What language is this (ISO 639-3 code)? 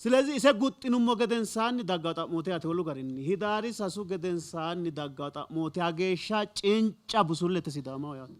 sid